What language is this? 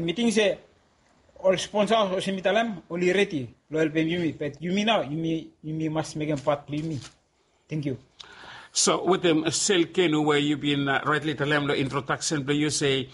Bislama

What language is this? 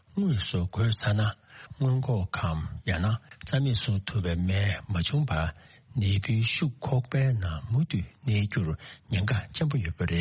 Tibetan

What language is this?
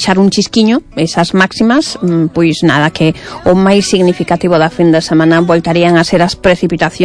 Galician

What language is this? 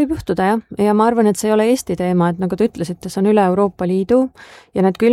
Estonian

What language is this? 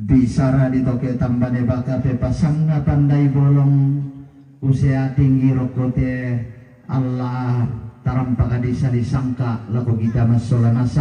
Toraja-Sa'dan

